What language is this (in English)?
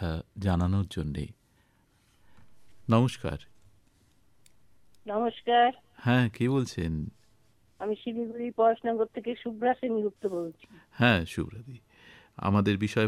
Bangla